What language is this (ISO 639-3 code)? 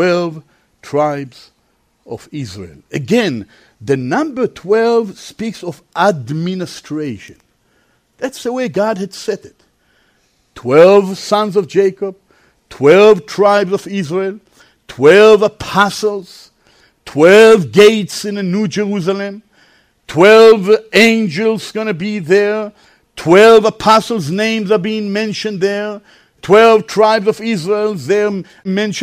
eng